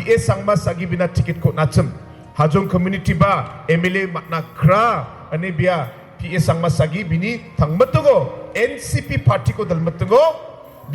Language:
Garo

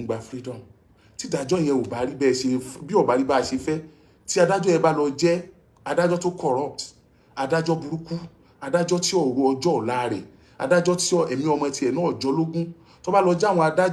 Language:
Yoruba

